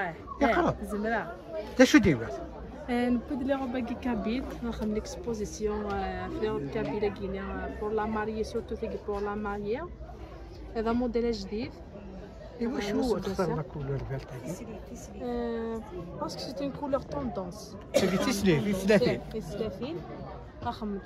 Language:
Kabyle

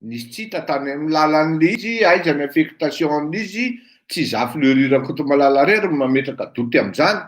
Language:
Malagasy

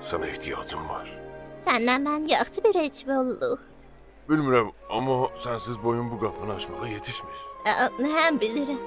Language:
South Azerbaijani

